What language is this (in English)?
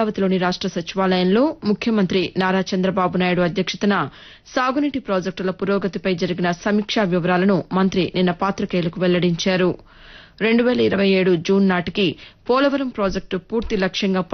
Telugu